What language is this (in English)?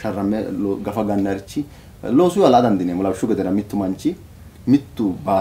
Sidamo